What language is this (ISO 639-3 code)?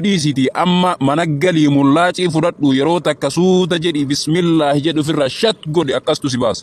orm